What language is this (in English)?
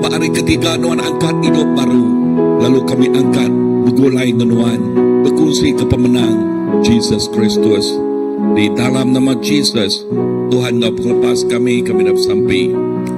Iban